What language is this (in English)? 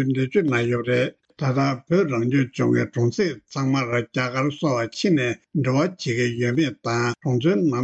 Tibetan